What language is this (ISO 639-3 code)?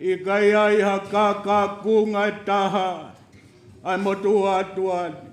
ton